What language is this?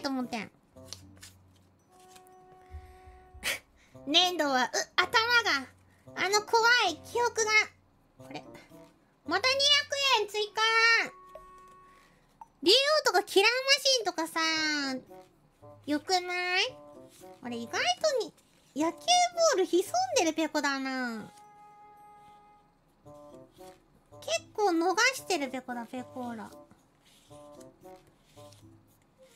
Japanese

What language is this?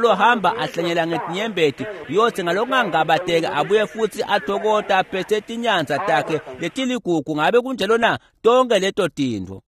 Swati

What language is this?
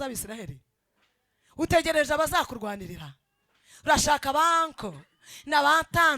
Kinyarwanda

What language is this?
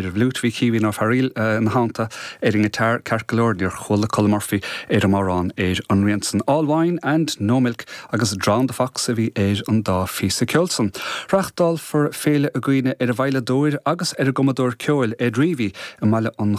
Irish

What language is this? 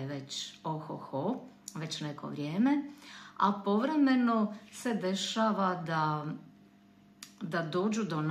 Croatian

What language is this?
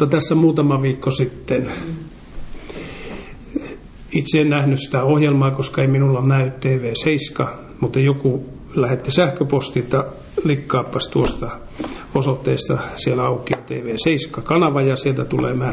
Finnish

